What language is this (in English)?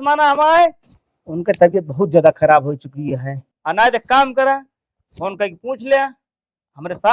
Awadhi